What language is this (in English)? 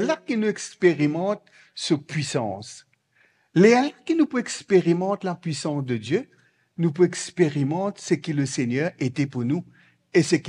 Morisyen